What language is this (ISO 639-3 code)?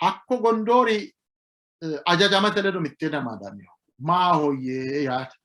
sid